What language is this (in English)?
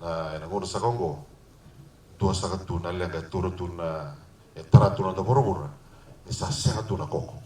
Fijian